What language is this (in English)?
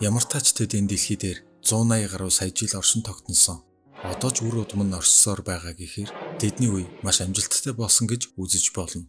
Mongolian